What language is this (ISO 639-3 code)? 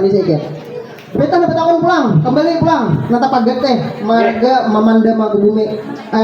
bjn